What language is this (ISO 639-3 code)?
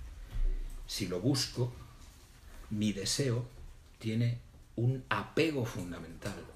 spa